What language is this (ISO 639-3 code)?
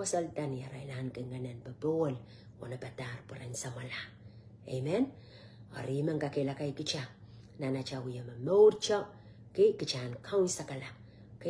pon